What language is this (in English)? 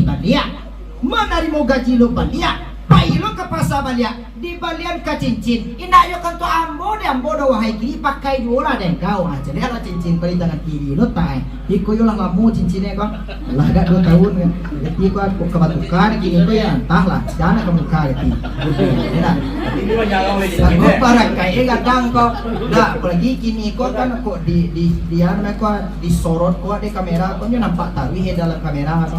Minangkabau